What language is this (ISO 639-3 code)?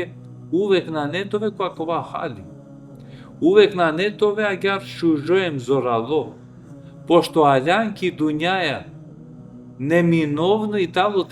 rmn